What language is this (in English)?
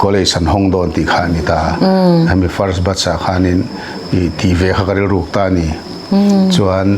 Mizo